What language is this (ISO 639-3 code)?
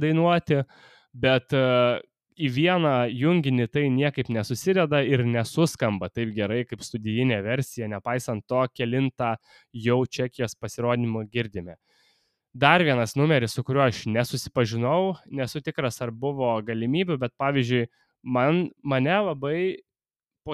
lit